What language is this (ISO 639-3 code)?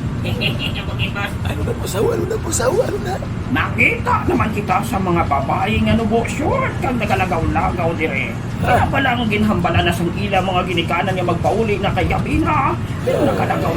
hil